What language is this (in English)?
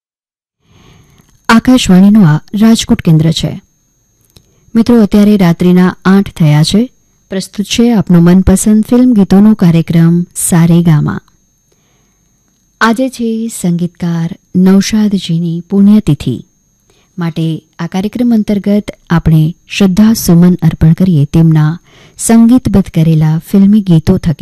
Gujarati